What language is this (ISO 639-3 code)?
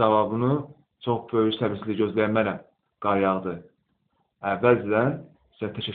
aze